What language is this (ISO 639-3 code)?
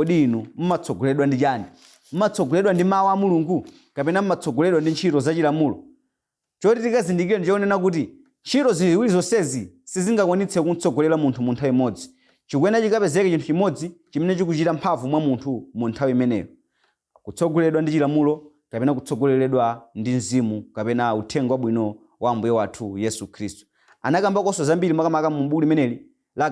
nya